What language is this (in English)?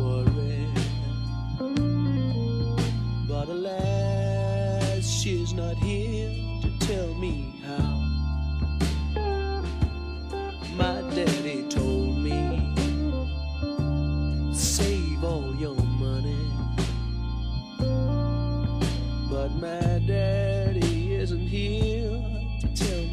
English